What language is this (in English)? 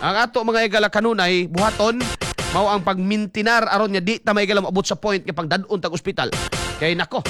Cebuano